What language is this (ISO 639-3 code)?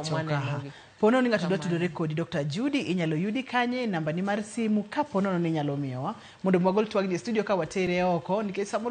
luo